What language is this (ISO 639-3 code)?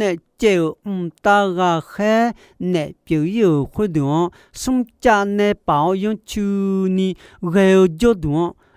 ahk